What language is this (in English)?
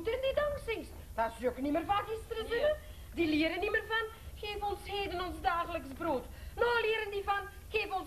Dutch